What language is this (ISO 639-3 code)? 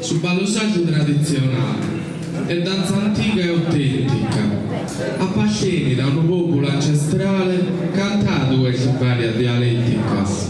srd